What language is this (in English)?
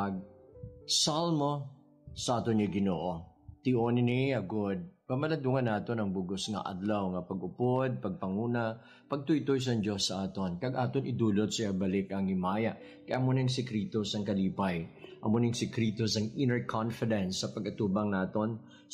Hiligaynon